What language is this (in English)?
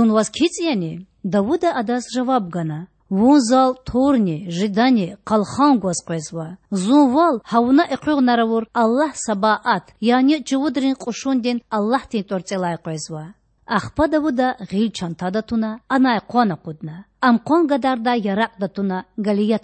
Lezghian